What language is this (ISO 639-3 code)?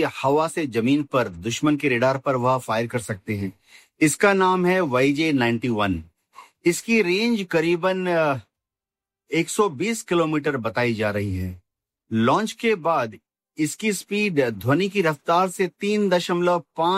hin